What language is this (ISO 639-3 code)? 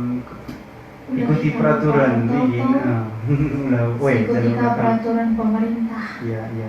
btx